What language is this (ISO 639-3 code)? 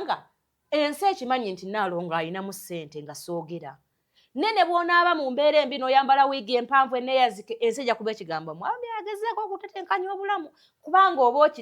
lug